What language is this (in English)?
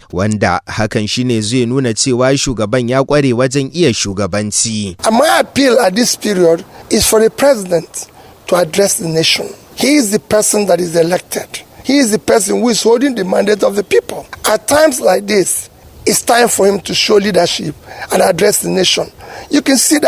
Hausa